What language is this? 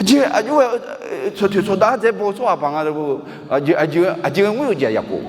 Akha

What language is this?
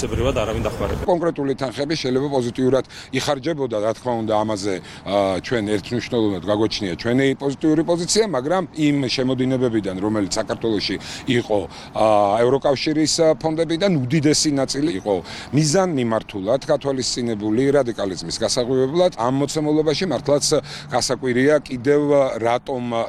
Georgian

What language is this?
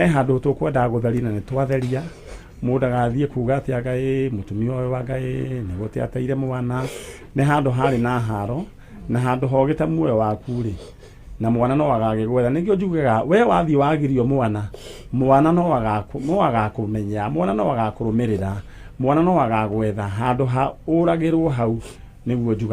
Kikuyu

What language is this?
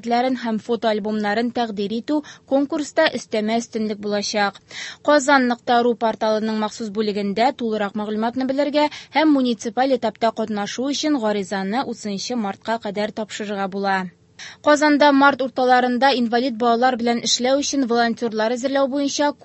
Tatar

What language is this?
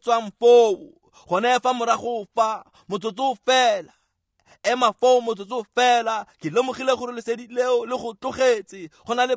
Tswana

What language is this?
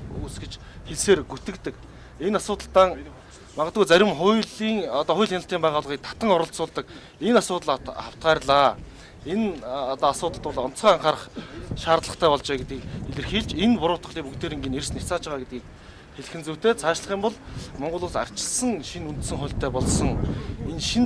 Mongolian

